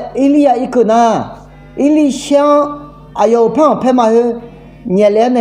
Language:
Akha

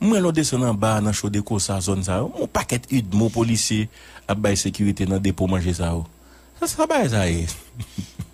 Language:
Haitian Creole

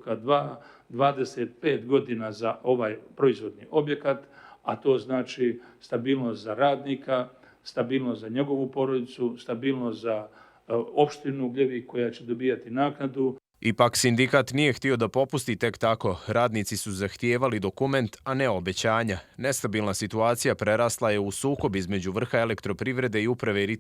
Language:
Bosnian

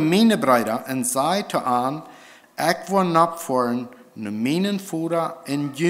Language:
Plautdietsch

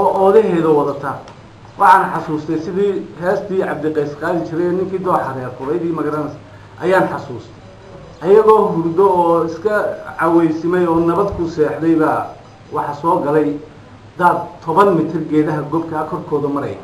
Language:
Somali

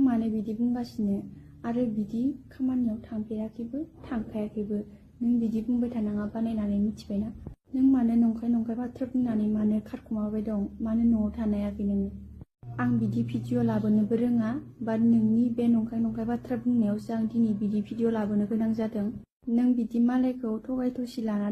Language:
Bodo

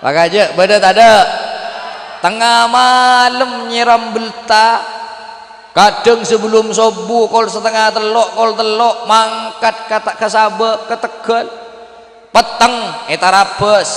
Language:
Madurese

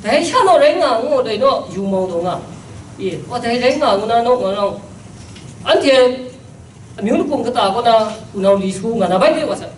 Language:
Kachin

